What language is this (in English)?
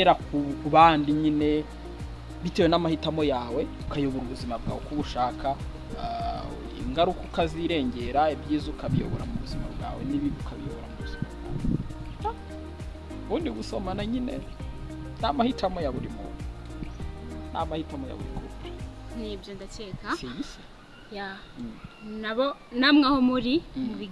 Kinyarwanda